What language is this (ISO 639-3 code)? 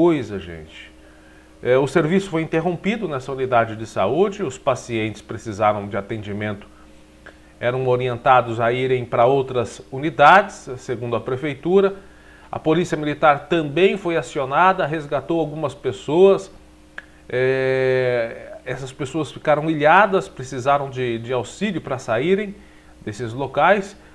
por